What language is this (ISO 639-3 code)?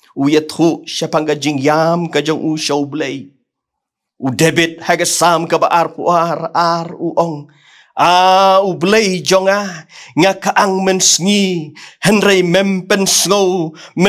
kha